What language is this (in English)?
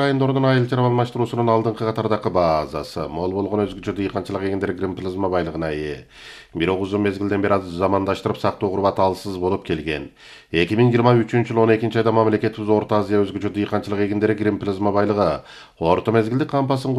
Kyrgyz